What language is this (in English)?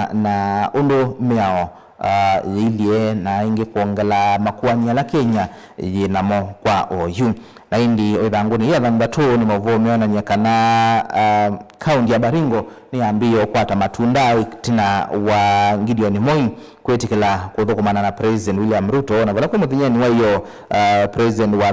Kamba